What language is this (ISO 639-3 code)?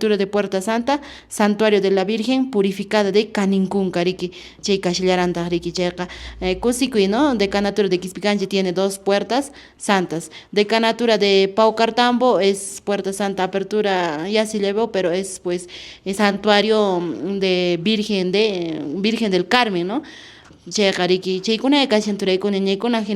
que